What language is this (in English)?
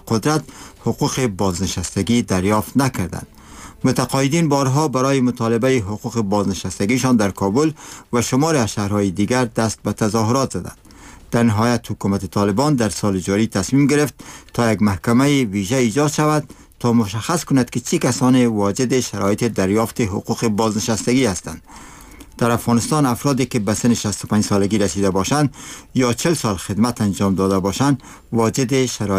Persian